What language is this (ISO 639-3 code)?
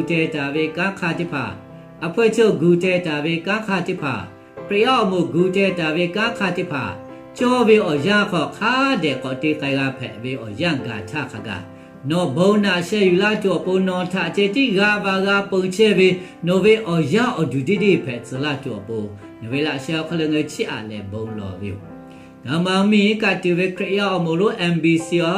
lhu